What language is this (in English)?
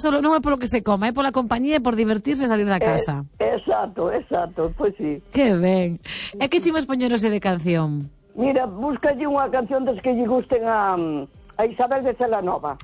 Galician